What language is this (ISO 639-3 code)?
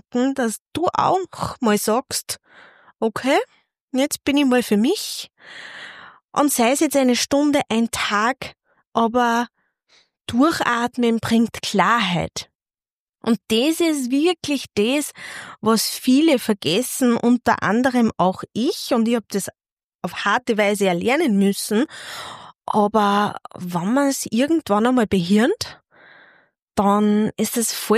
deu